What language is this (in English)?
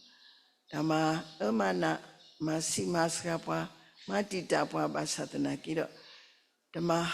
S'gaw Karen